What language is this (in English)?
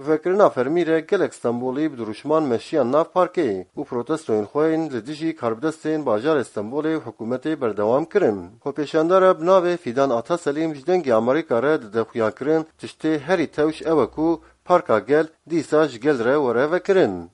Kurdish